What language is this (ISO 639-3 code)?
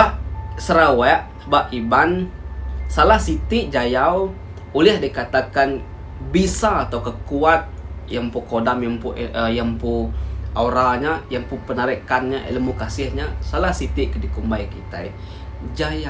iba